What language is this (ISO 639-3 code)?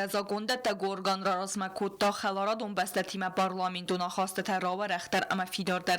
oss